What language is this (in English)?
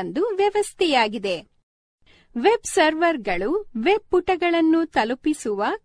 Kannada